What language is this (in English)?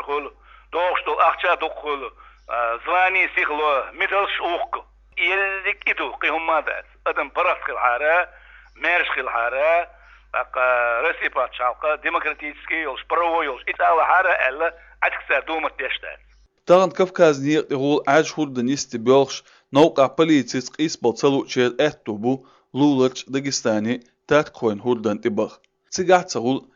Chechen